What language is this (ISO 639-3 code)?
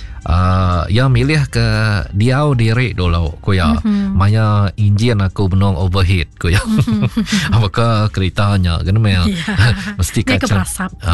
iba